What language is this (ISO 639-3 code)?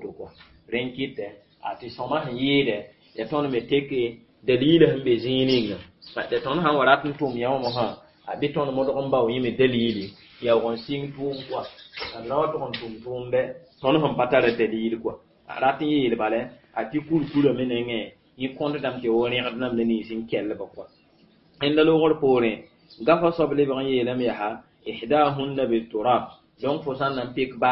mos